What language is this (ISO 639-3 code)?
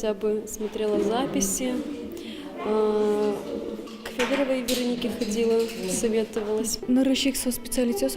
udm